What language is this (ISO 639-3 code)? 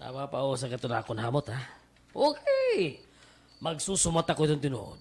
war